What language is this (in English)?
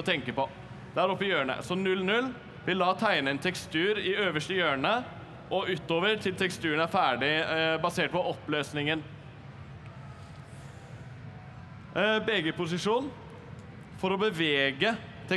Norwegian